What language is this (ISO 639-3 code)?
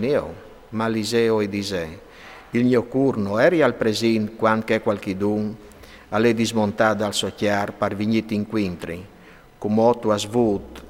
fur